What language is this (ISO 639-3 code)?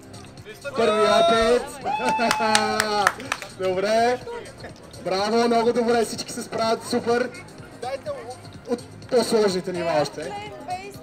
bul